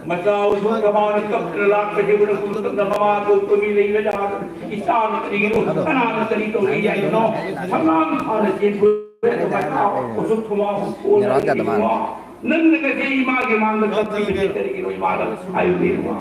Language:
Manipuri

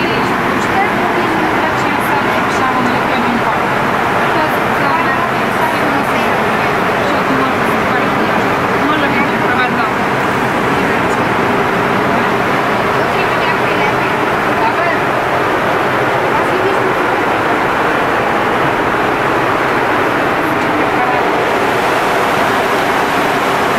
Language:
Bulgarian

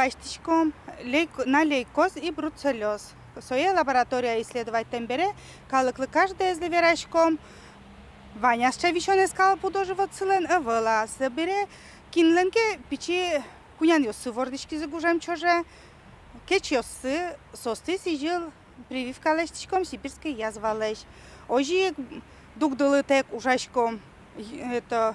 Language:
Udmurt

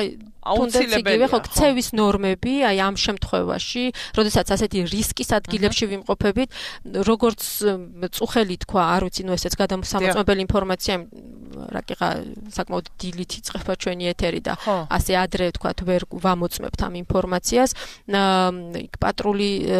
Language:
Georgian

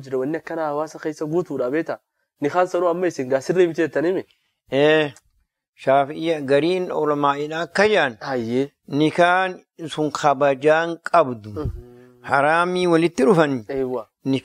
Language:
Oromo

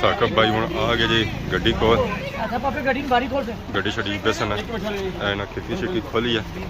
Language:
Pahari-Potwari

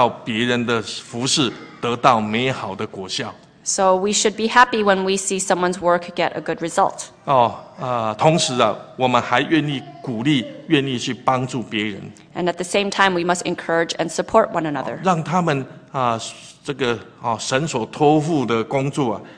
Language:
Chinese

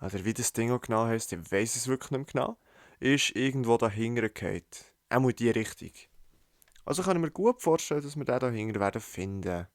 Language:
Swiss German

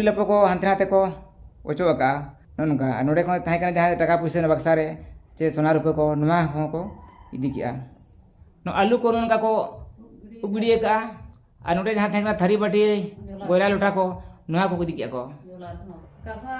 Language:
Santali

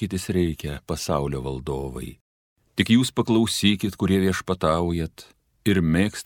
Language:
Lithuanian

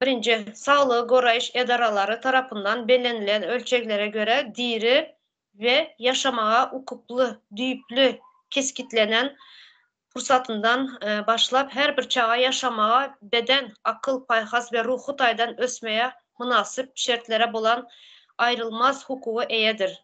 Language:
Turkmen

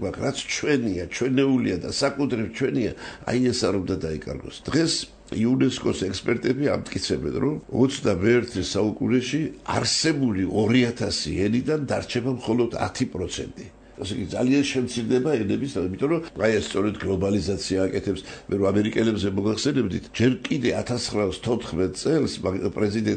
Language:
Georgian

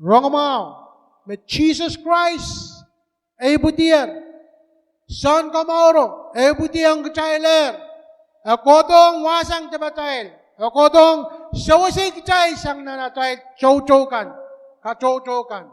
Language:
Pohnpeian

